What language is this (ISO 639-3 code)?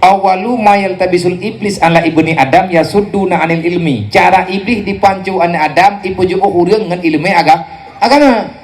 ace